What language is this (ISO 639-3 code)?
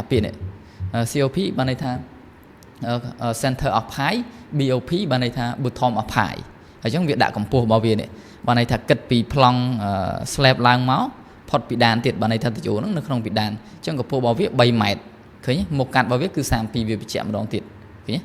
khm